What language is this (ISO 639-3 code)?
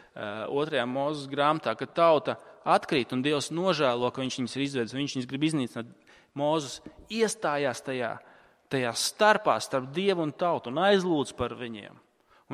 lav